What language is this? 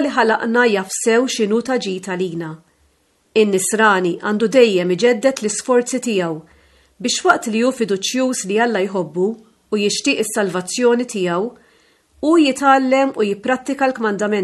Maltese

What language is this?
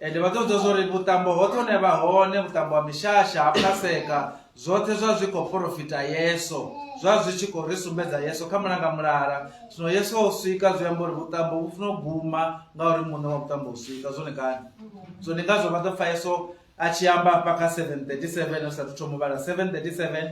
Venda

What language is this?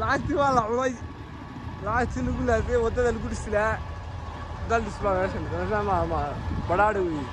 Somali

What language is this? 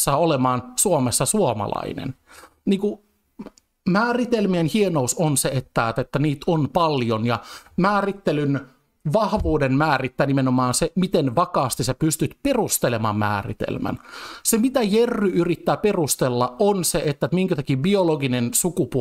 Finnish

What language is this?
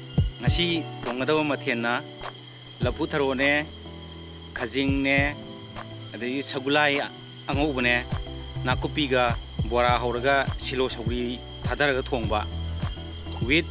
Manipuri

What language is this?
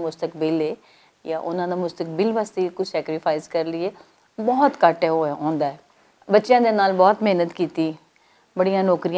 Western Panjabi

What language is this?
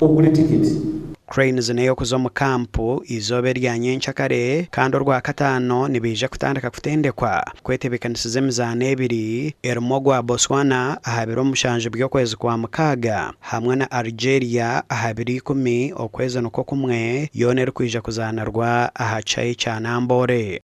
Nyankole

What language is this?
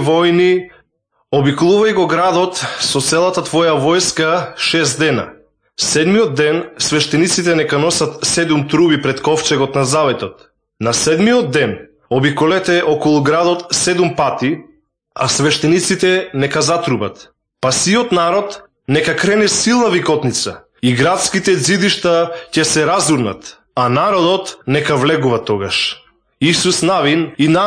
Macedonian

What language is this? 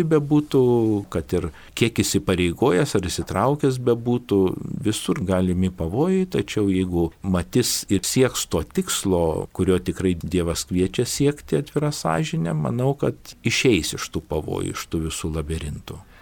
Lithuanian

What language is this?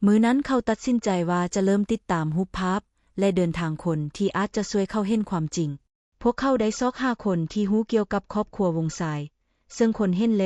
Lao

